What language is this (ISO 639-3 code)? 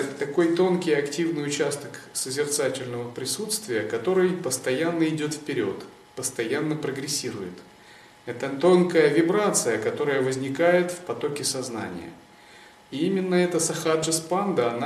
rus